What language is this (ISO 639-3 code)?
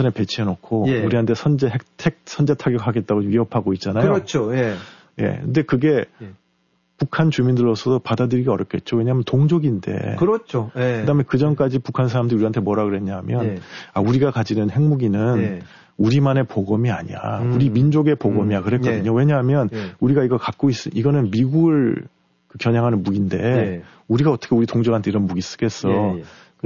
kor